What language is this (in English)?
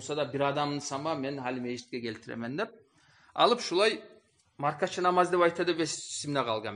Kumyk